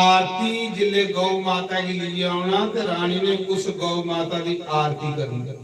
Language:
Dogri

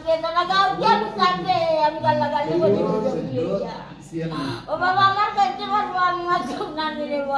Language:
Sylheti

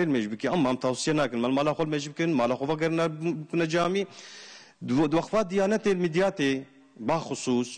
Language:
Kurdish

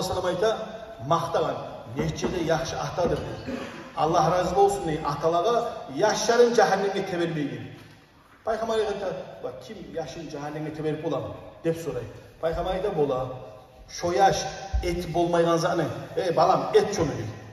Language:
Kumyk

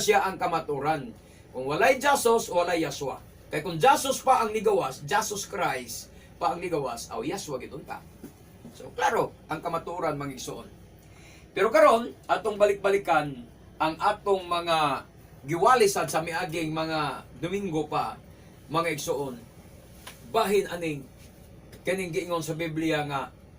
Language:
Cebuano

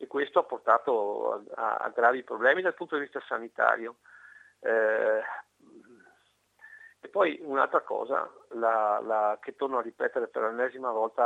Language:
Italian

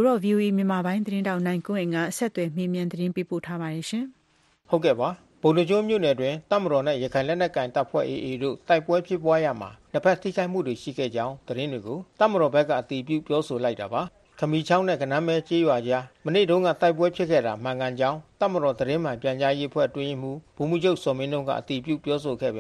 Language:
Burmese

